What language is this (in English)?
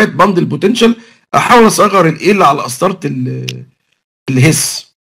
Egyptian Arabic